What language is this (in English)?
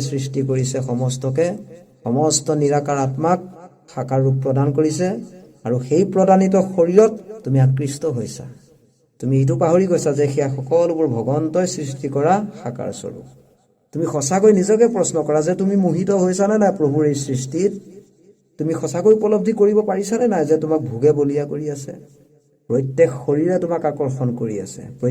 Assamese